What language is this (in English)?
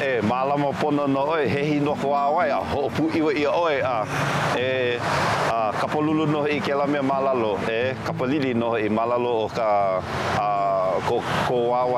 Hawaiian